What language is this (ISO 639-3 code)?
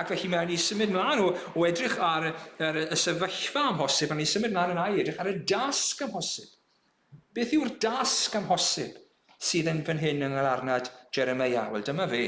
cym